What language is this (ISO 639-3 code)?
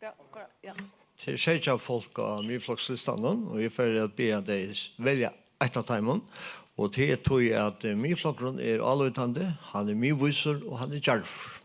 fao